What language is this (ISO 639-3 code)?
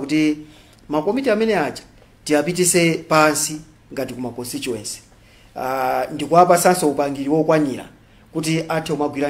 nya